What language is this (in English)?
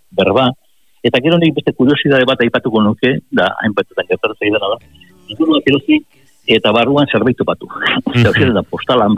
Basque